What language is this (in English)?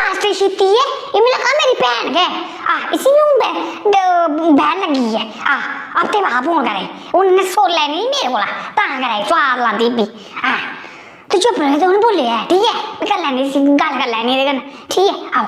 Dogri